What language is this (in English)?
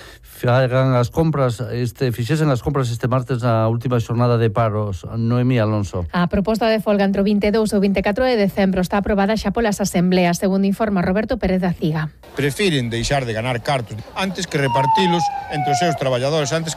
Galician